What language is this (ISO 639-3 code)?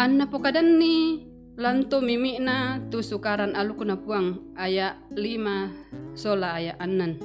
sda